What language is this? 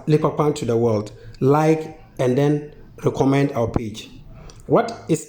Konkomba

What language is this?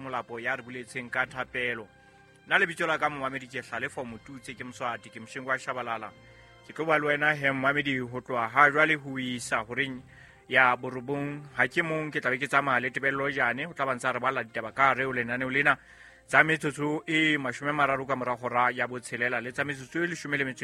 Southern Sotho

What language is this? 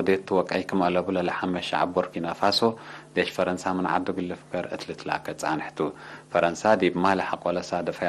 Tigre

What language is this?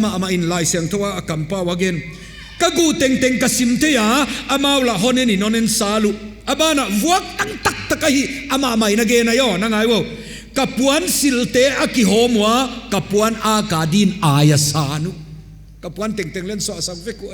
Paite Chin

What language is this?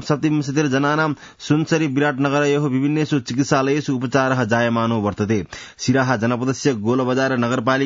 Sanskrit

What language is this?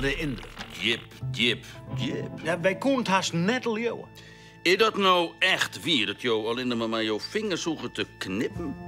Western Frisian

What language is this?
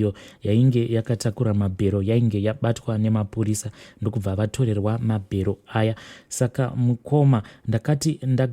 Shona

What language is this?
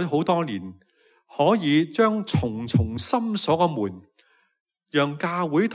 Cantonese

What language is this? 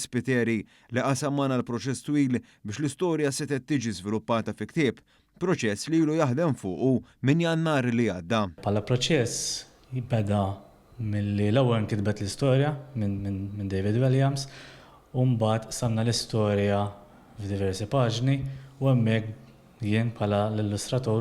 Maltese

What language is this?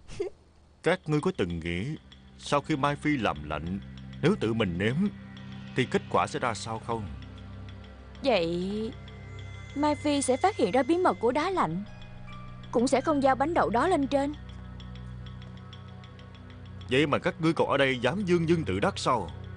Vietnamese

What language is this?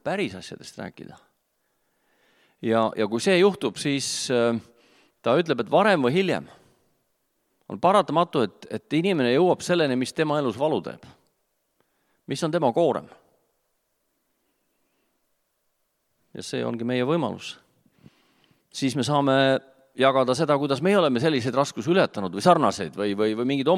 Estonian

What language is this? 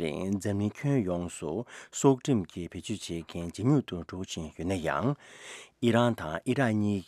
Tibetan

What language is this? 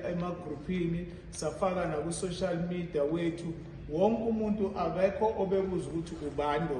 Zulu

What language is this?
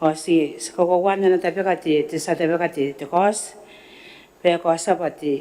Gilbertese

